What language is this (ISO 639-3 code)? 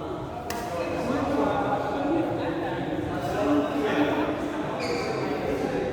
abs